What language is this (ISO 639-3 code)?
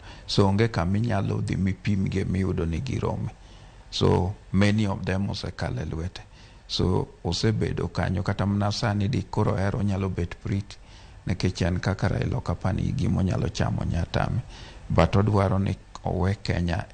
luo